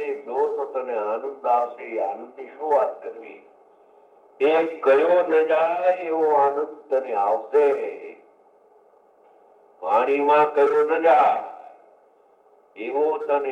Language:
Gujarati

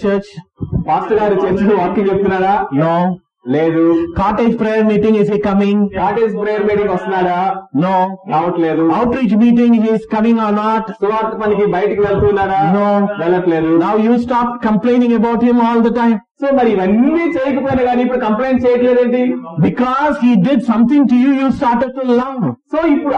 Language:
Telugu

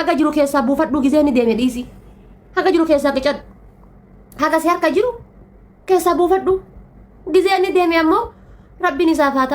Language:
Oromo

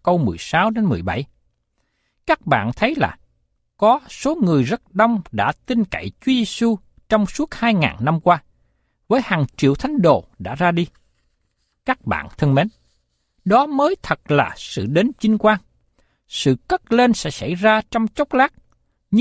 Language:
Vietnamese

